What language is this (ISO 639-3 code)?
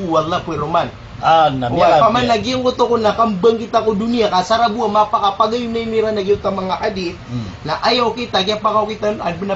mrw